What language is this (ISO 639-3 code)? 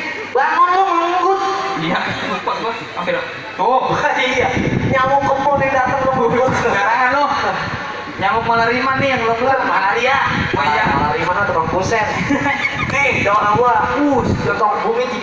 bew